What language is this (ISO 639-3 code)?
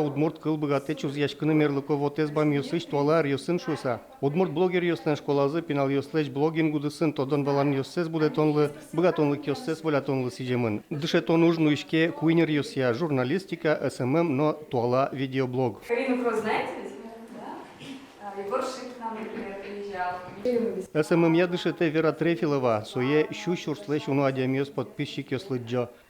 udm